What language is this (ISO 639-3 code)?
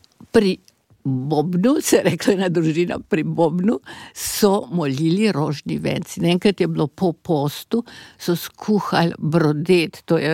slv